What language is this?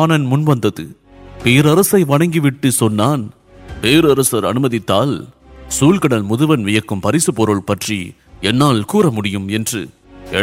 Tamil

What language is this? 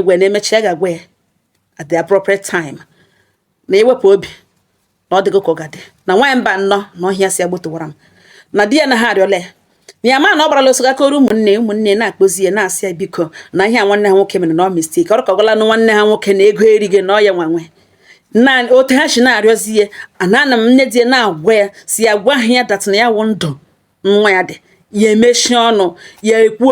Igbo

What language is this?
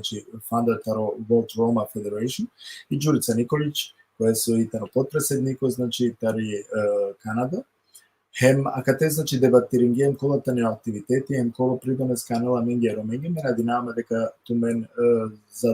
Balkan Romani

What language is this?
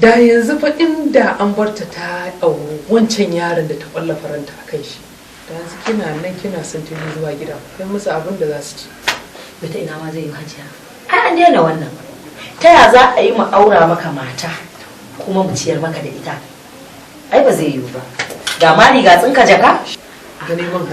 Hausa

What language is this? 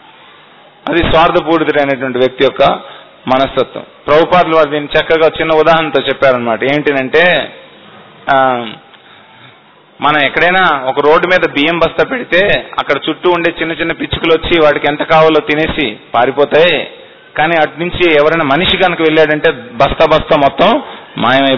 Telugu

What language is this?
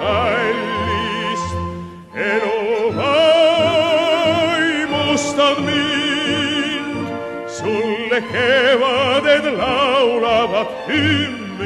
Estonian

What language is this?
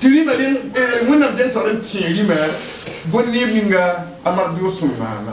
Mossi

